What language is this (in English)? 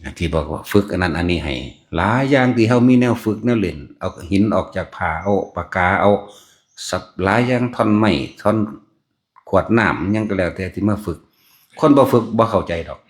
Northeastern Thai